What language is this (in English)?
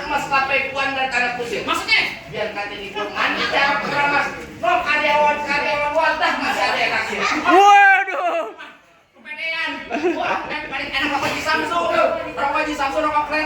Betawi